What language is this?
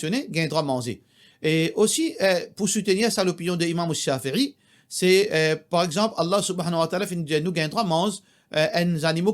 Morisyen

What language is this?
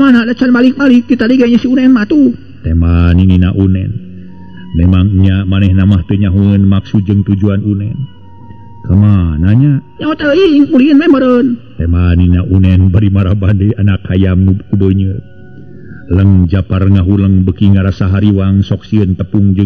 Sundanese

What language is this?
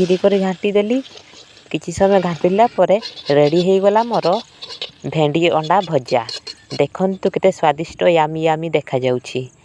Odia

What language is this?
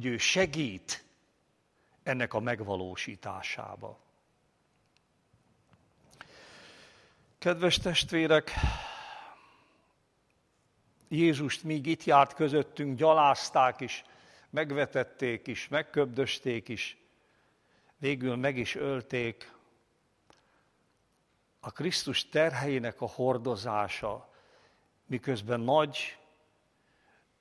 Hungarian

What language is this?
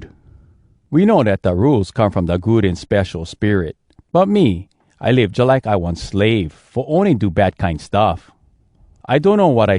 Hawai'i Creole English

